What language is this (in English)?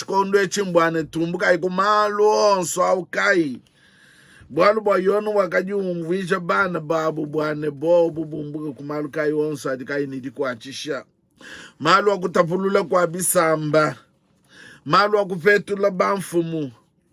Luba-Lulua